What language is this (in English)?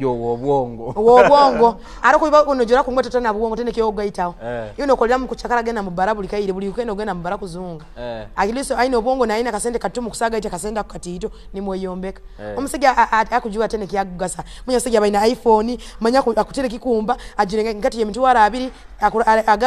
Tooro